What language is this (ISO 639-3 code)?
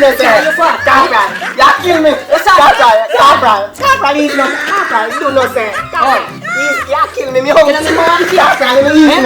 jam